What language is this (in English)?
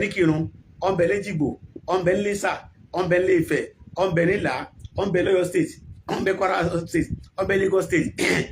Yoruba